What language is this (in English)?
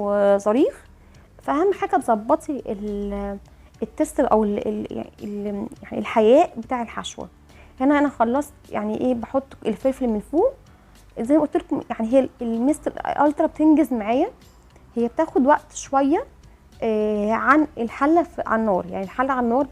Egyptian Arabic